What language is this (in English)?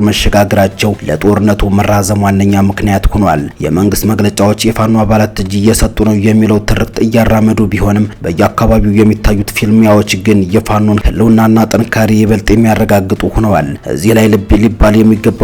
Amharic